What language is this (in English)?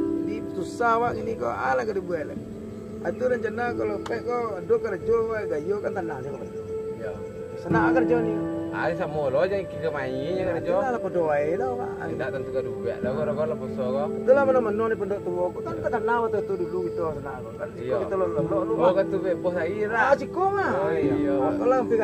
Minangkabau